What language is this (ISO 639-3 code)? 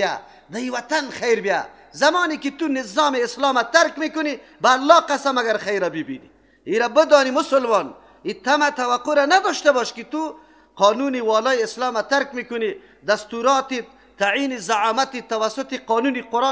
fas